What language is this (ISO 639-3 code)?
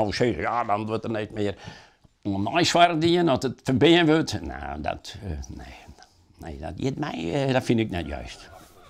fry